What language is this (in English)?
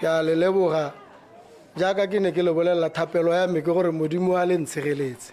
Tswana